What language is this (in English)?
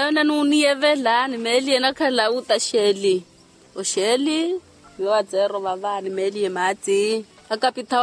Makhuwa